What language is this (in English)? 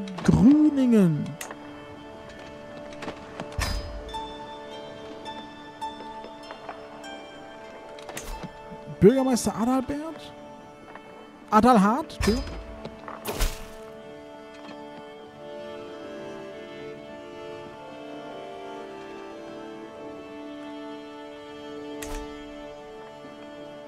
German